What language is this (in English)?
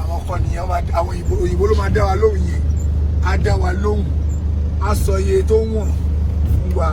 Yoruba